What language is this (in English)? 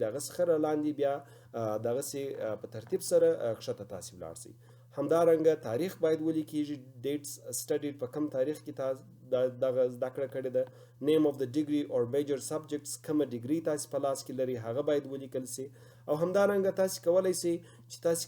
Pashto